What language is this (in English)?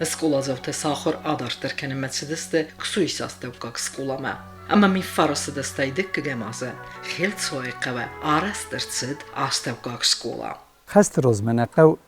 Ossetic